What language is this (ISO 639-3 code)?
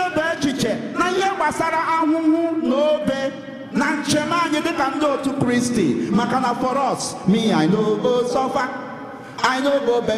ibo